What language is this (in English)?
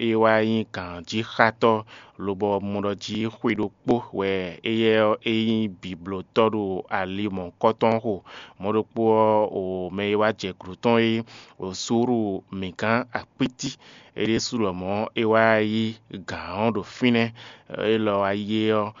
Fon